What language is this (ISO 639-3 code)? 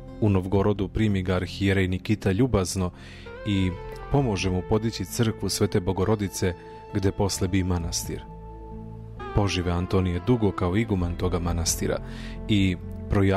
srp